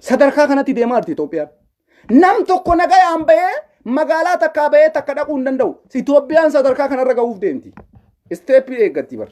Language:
Oromo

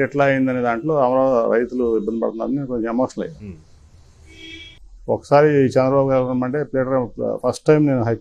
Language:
Telugu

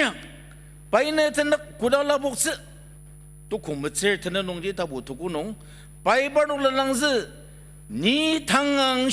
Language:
Ao Naga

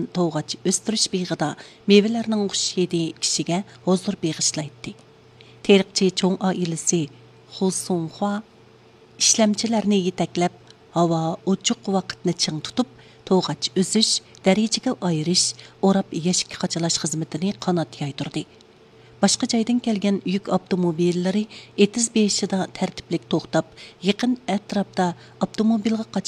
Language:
Uyghur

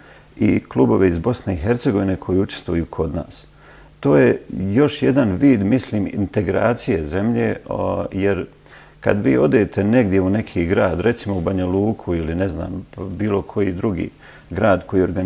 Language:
Bosnian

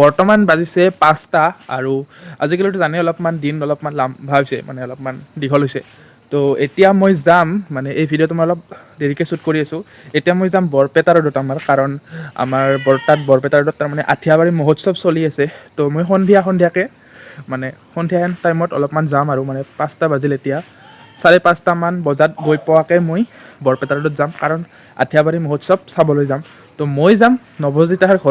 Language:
Assamese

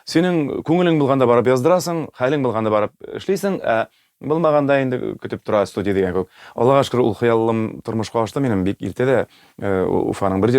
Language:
Tatar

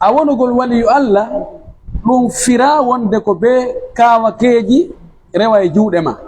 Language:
Pular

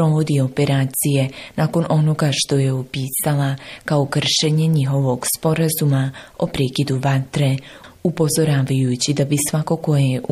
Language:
Bosnian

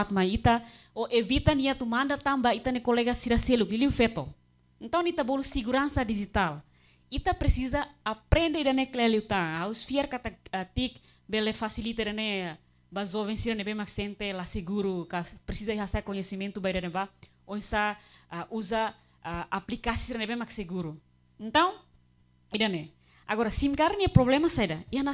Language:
Tetum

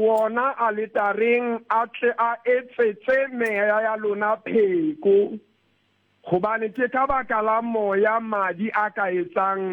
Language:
Southern Sotho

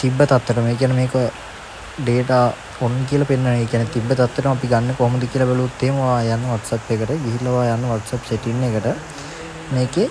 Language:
Sinhala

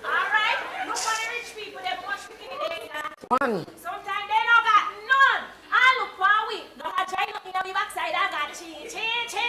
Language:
Jamaican Creole English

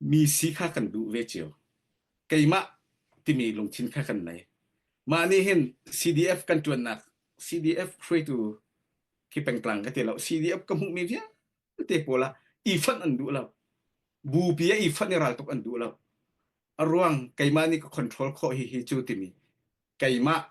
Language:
Hakha Chin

